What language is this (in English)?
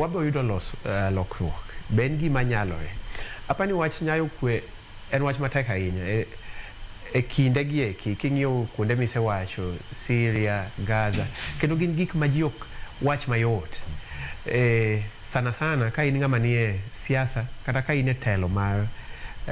Luo (Kenya and Tanzania)